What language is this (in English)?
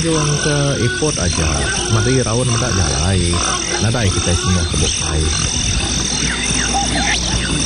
Iban